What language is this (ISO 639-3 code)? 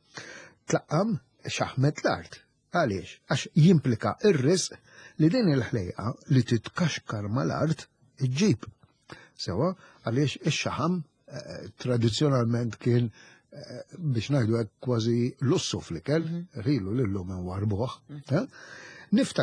mlt